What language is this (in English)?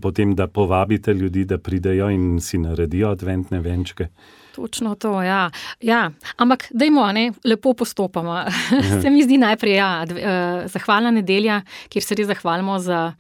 Slovenian